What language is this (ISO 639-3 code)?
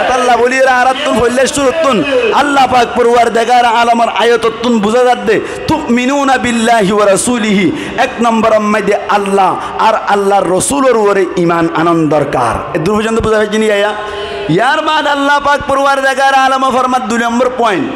rhg